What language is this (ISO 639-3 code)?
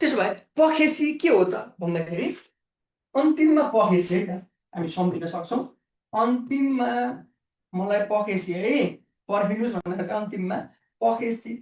nep